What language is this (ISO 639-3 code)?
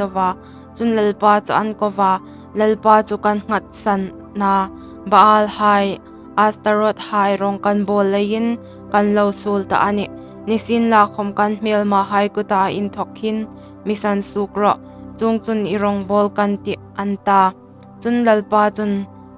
hmr